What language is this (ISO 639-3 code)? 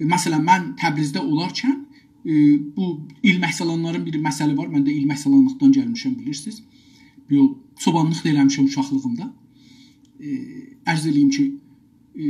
azb